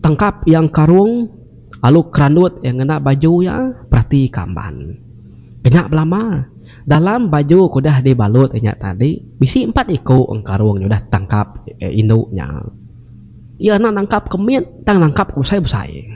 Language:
Iban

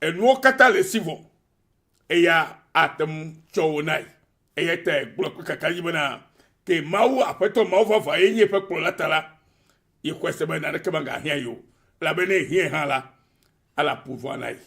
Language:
Ewe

